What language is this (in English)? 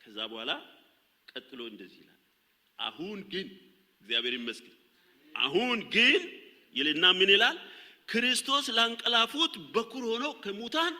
Amharic